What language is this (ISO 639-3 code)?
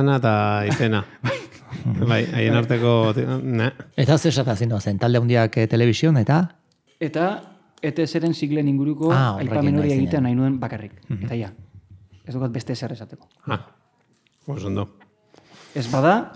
eus